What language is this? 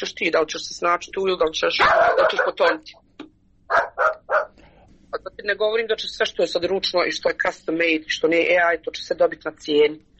Croatian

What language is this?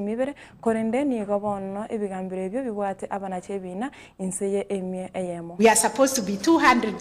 Gusii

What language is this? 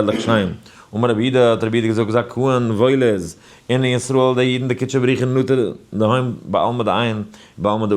Yiddish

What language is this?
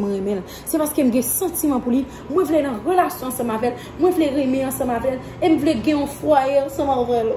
Haitian Creole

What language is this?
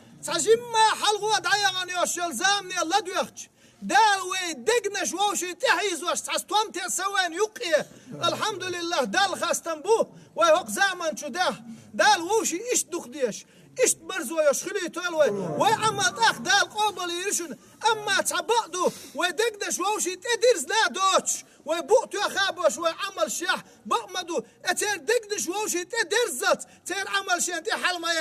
Chechen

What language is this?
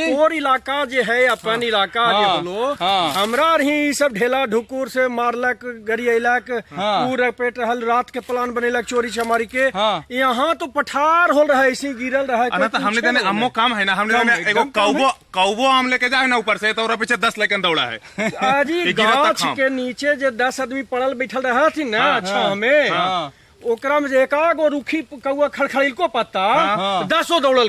Magahi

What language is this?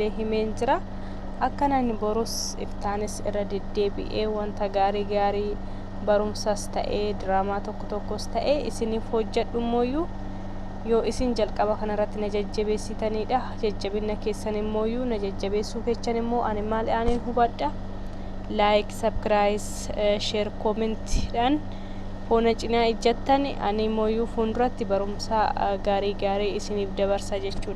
Oromo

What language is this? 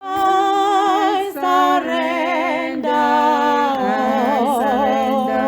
Tswana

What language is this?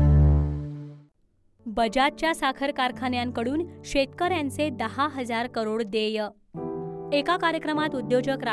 Marathi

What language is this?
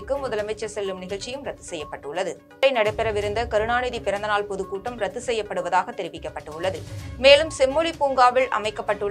Tamil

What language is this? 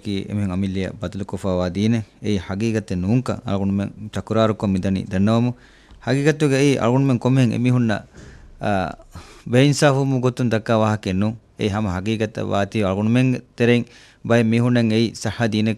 Divehi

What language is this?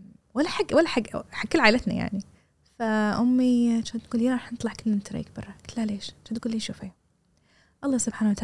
Gulf Arabic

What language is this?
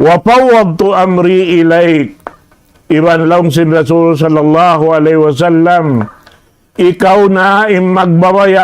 Tausug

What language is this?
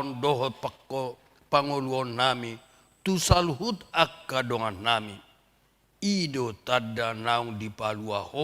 Batak Toba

